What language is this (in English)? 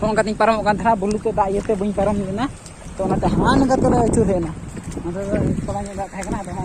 Santali